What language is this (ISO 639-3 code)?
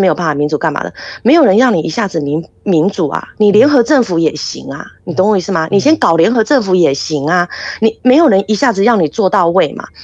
zho